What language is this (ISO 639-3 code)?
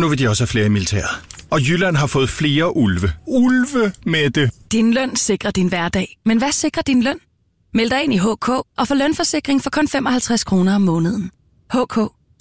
dan